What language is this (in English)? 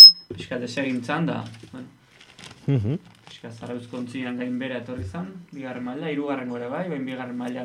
Basque